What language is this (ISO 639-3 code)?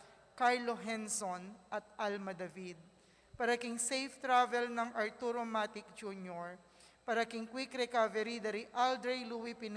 pam